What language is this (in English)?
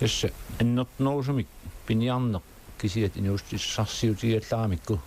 Kalaallisut